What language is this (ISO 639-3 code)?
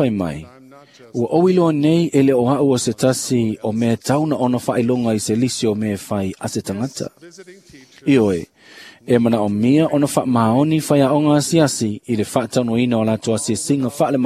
smo